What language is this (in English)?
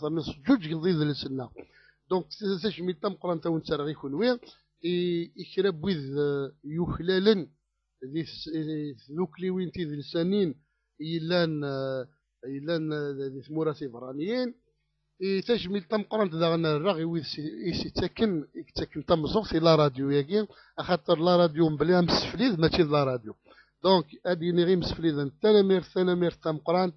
Kabyle